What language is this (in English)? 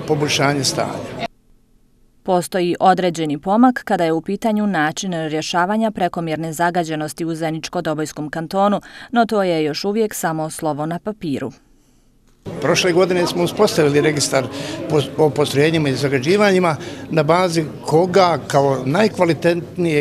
Bosnian